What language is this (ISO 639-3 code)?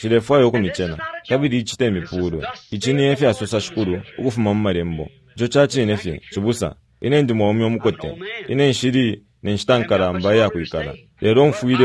bem